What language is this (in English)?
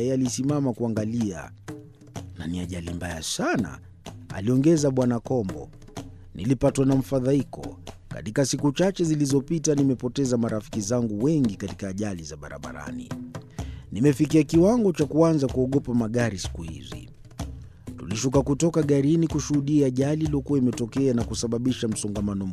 Swahili